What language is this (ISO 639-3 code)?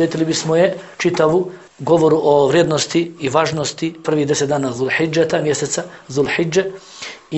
bos